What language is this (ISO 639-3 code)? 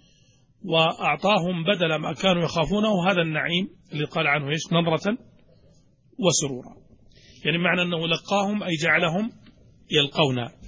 ara